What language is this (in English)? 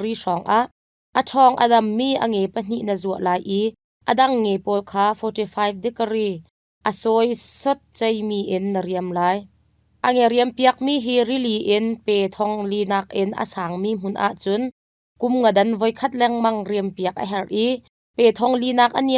Hakha Chin